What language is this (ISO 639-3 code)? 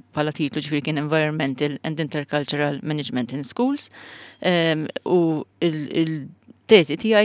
mlt